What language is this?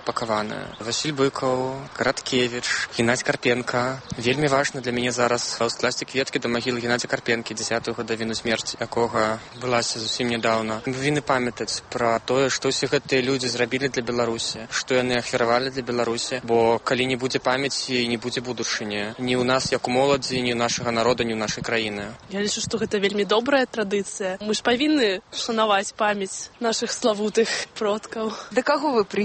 Belarusian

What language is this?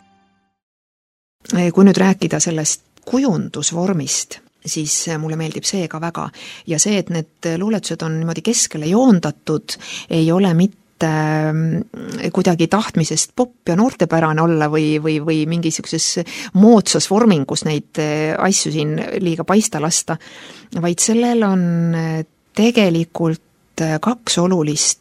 Estonian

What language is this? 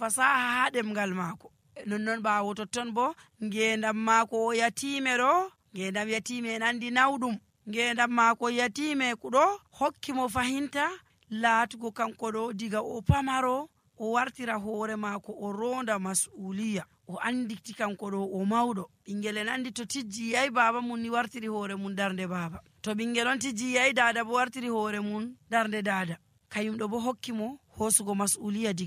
Nigerian Fulfulde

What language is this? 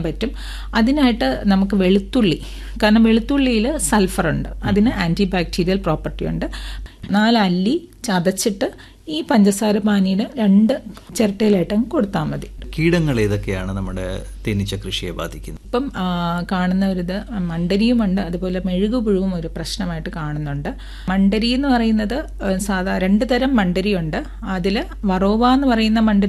Malayalam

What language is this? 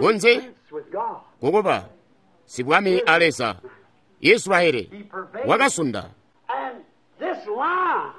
Tonga (Zambia)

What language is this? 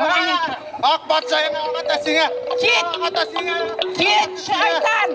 Bashkir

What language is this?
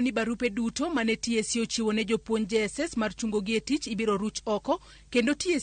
Luo (Kenya and Tanzania)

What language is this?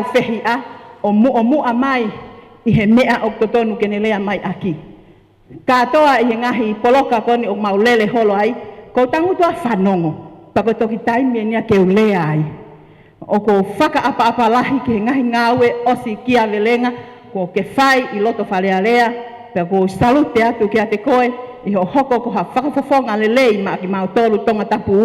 Tongan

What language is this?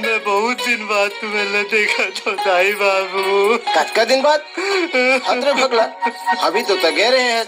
Chhattisgarhi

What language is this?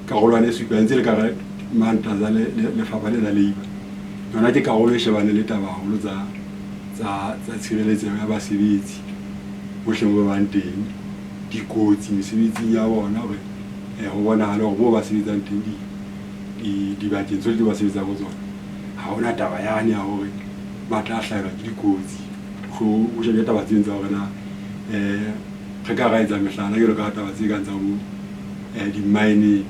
Southern Sotho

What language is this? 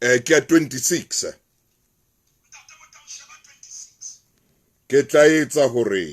Southern Sotho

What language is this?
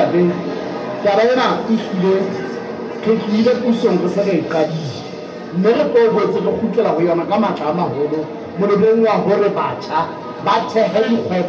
Southern Sotho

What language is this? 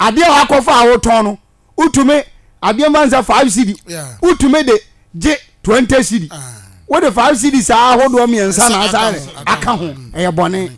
Akan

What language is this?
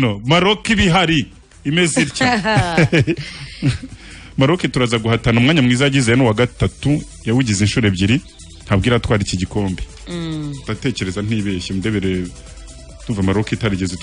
Kinyarwanda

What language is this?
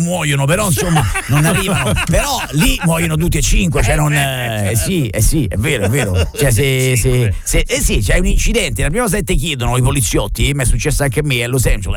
Italian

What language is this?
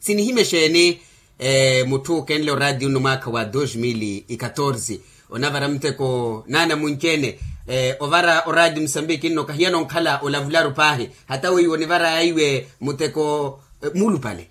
Makhuwa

